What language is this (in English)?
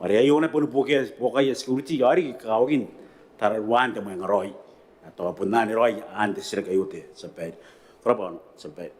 Gilbertese